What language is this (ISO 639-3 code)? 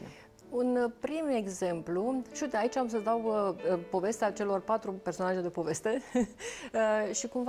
ron